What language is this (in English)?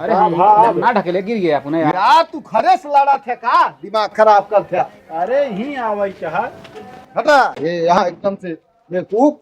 Awadhi